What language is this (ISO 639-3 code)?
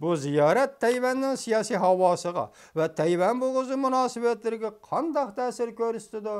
uig